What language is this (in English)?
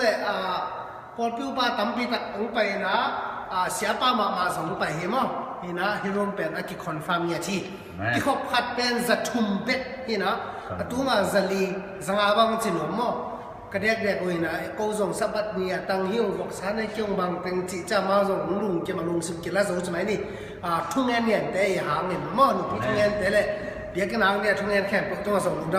Tedim Chin